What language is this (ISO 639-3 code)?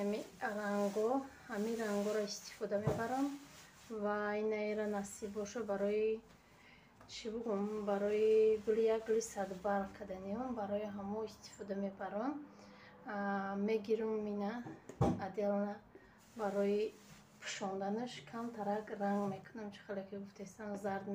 tgk